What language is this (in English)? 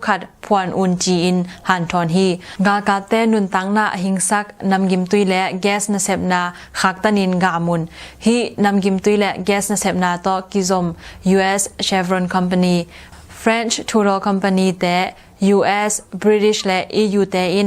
Tedim Chin